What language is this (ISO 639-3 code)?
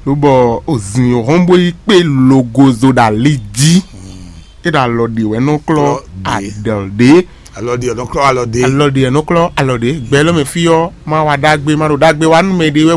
fon